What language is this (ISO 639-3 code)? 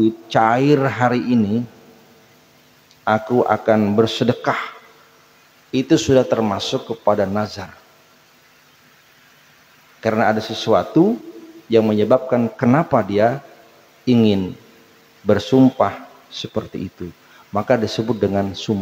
ind